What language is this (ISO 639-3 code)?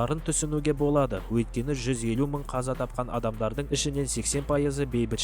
kaz